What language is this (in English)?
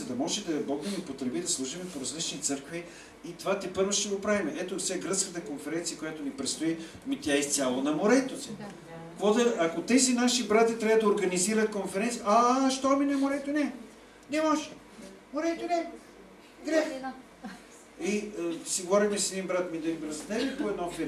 Bulgarian